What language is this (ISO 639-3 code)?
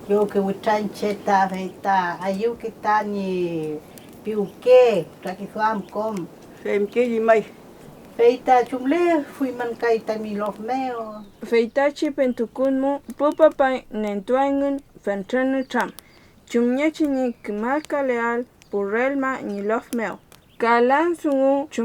arn